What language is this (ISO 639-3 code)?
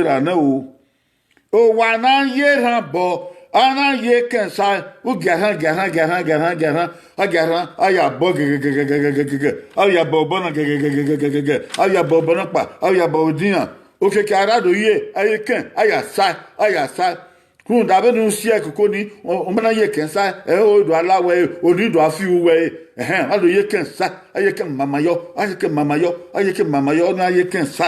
bin